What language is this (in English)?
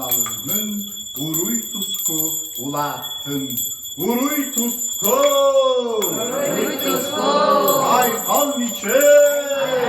Yakut